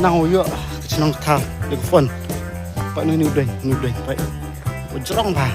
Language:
Khasi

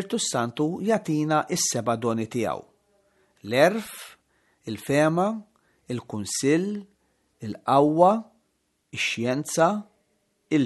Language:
Maltese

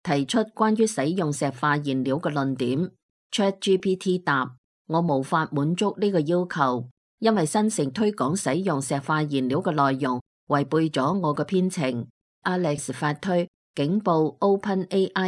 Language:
Cantonese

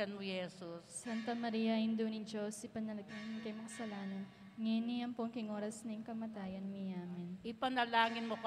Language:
Pampanga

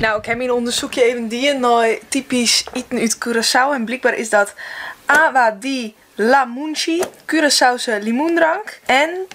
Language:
Western Frisian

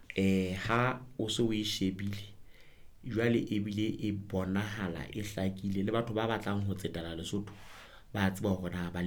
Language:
Southern Sotho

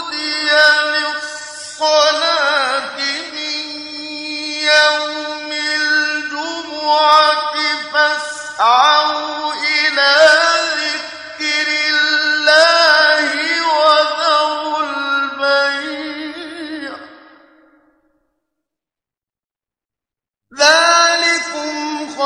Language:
Arabic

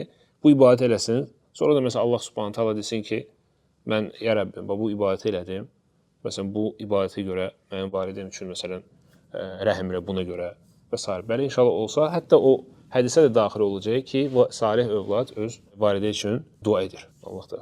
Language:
Azerbaijani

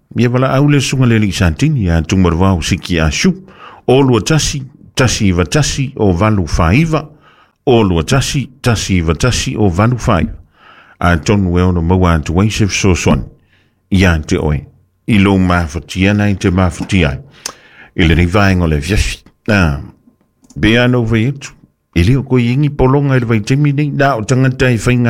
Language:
Samoan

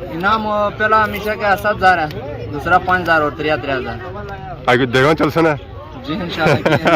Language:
Pahari-Potwari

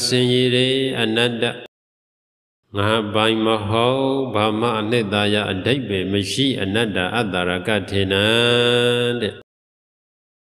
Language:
Burmese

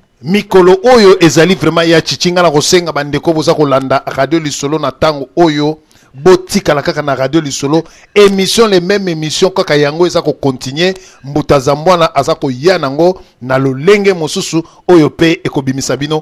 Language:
Lingala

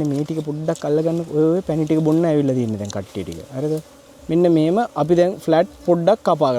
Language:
Sinhala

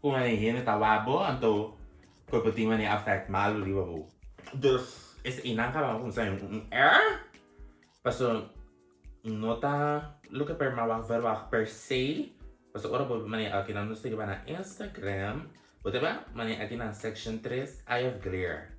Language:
Papiamento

